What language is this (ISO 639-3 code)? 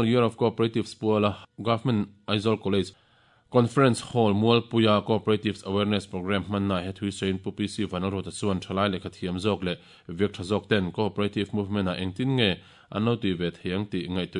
lus